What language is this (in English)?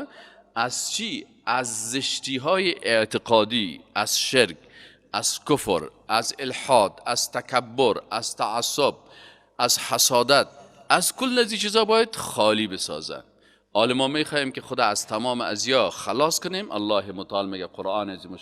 Persian